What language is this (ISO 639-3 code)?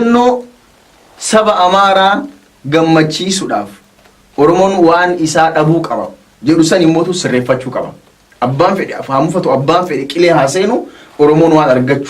orm